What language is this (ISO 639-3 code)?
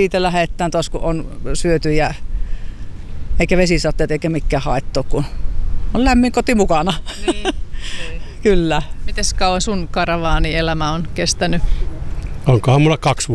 fin